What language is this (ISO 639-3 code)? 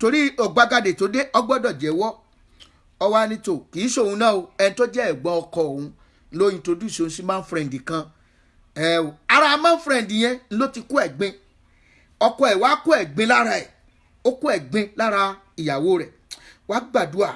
yor